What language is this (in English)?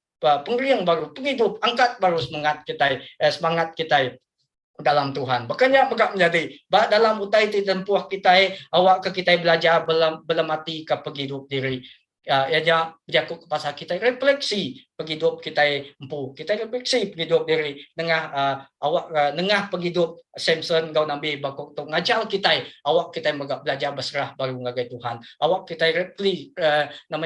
Iban